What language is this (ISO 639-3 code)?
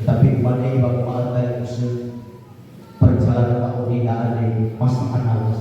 nia